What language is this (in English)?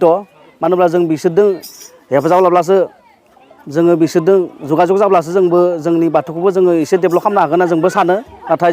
Bodo